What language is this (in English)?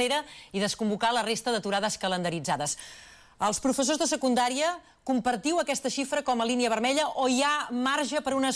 Catalan